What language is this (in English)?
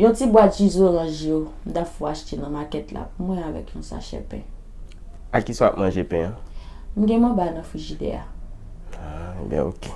Haitian Creole